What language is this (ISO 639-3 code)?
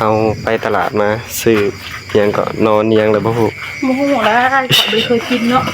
tts